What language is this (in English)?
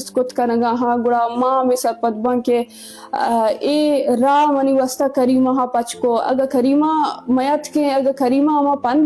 Eastern Balochi